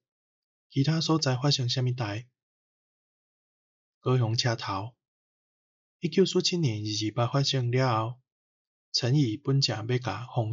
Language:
Min Nan Chinese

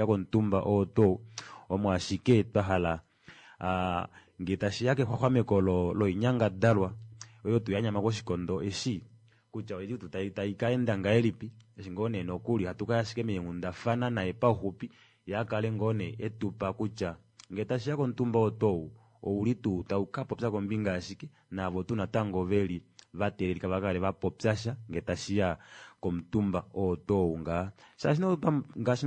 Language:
Kuanyama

